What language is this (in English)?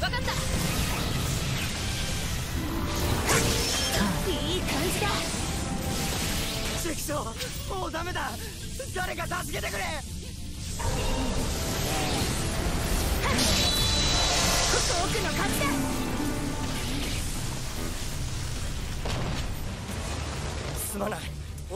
Japanese